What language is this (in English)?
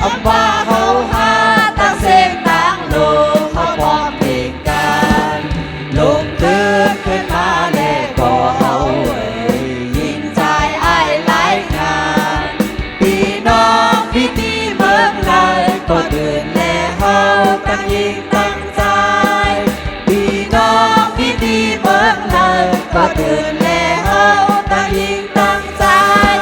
Shan